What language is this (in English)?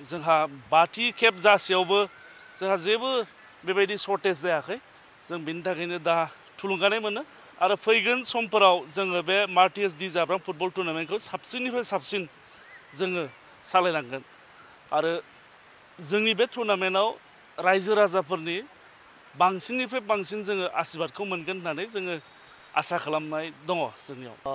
Bodo